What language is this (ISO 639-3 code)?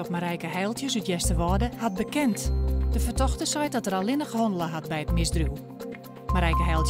fry